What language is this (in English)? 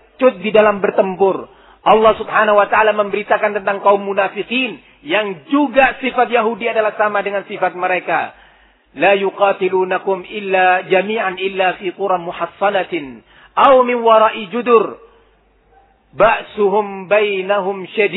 Indonesian